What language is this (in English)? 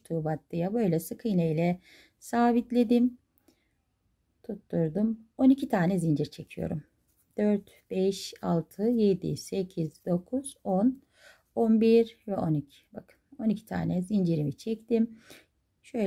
Turkish